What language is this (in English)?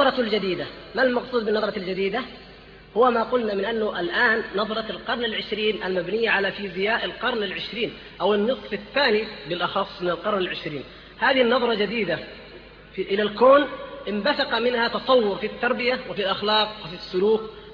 Arabic